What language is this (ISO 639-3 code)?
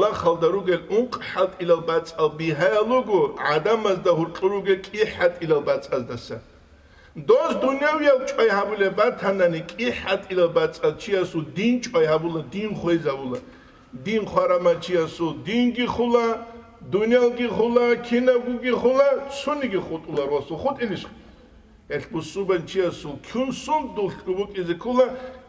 ava